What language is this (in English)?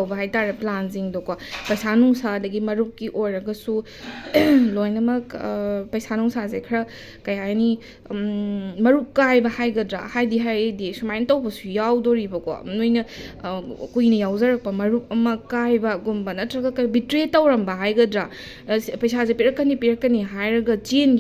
Manipuri